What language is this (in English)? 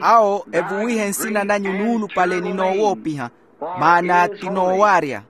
Makhuwa